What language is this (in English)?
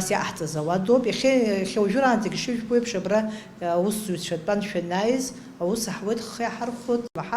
Abkhazian